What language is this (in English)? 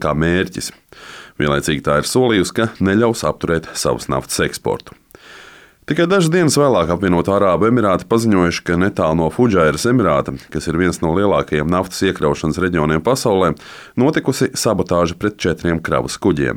Latvian